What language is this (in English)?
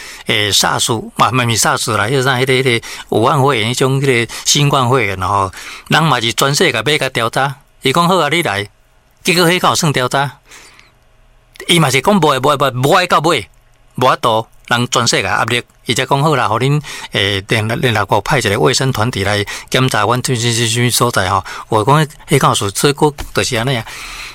Min Nan Chinese